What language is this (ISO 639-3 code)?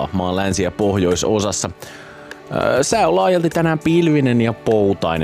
fin